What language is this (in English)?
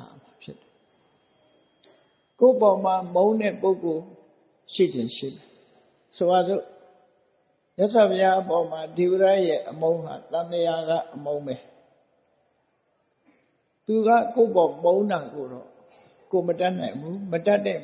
Burmese